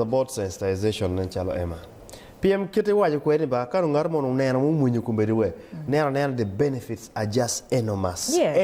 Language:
Acoli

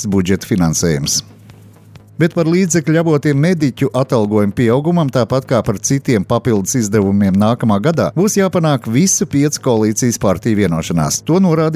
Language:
Latvian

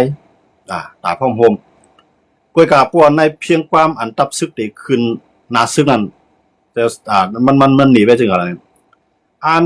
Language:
Shan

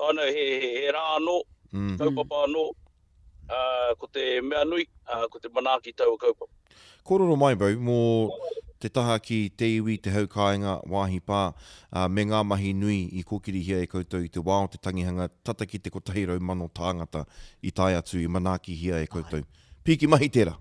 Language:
Māori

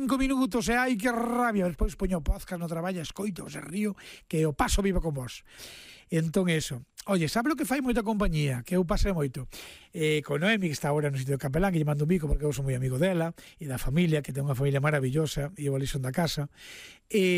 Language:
Galician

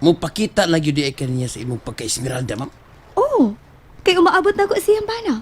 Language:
Cebuano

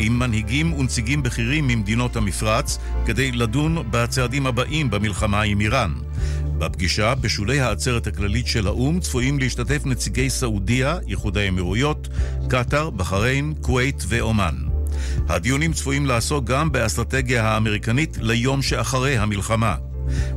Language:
Hebrew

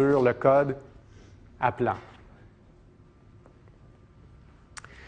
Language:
French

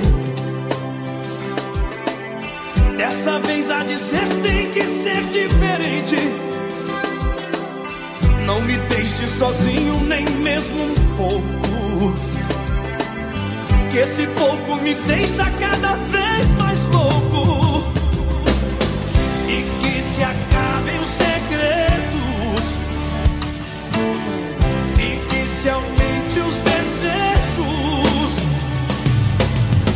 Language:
Portuguese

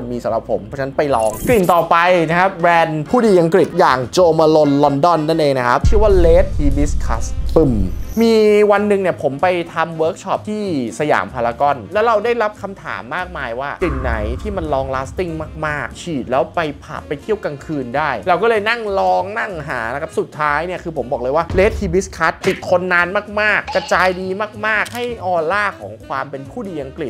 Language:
Thai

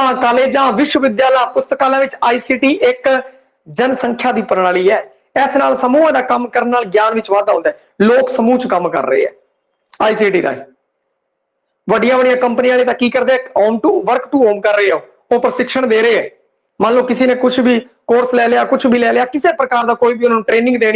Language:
Punjabi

